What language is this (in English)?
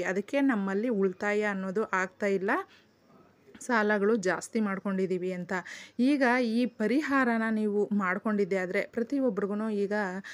Kannada